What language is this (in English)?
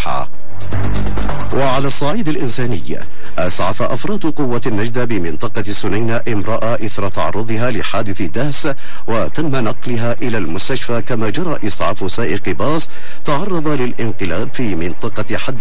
Arabic